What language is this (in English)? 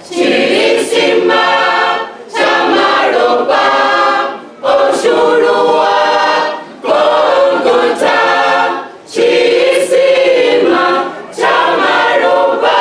Venda